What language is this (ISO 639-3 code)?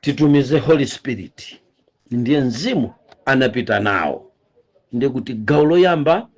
nya